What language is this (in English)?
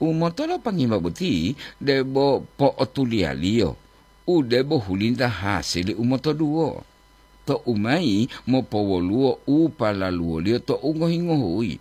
Gorontalo